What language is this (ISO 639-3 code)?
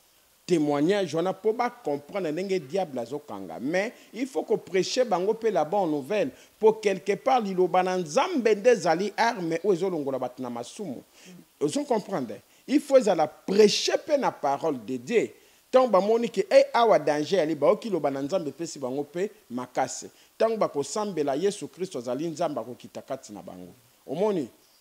lin